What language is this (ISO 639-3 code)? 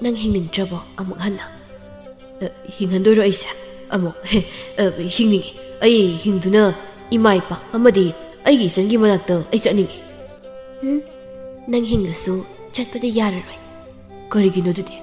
mni